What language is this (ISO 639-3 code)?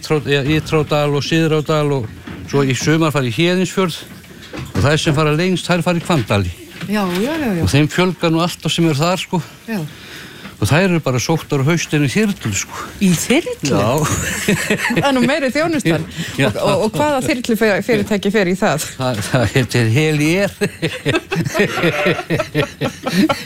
isl